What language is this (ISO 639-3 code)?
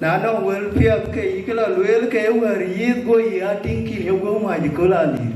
din